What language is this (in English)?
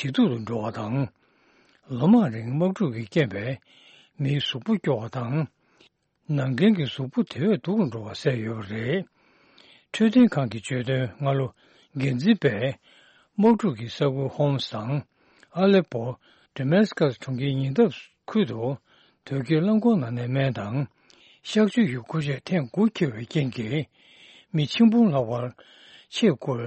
Tibetan